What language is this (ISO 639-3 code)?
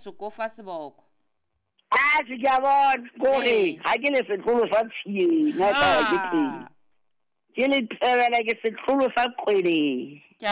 sot